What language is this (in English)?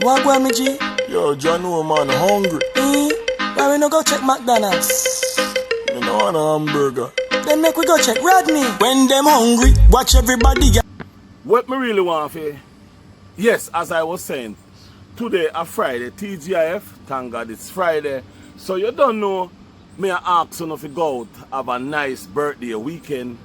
Jamaican Creole English